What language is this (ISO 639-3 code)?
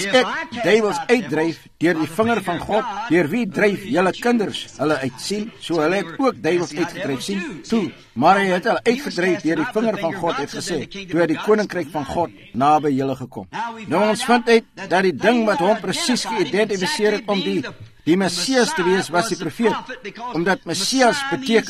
afr